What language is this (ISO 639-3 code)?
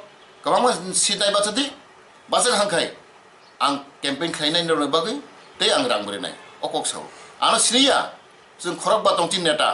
ria